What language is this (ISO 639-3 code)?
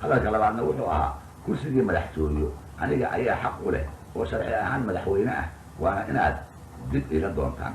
som